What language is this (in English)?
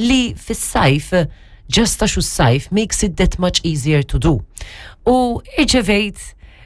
Maltese